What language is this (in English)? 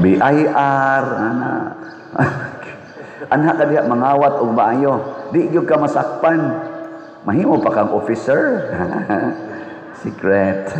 Cebuano